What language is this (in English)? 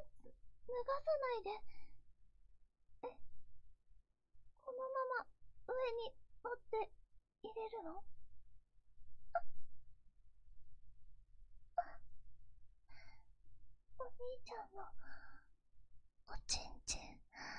Japanese